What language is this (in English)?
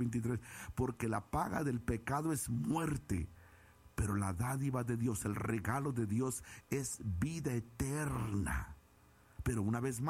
Spanish